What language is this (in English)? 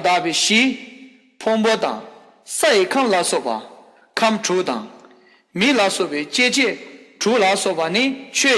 Tibetan